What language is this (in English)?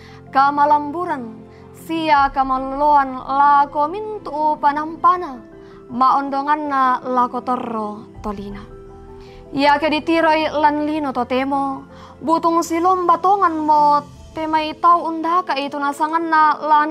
Toraja-Sa'dan